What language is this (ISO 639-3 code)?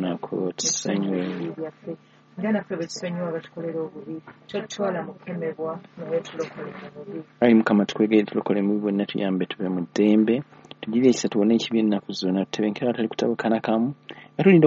lug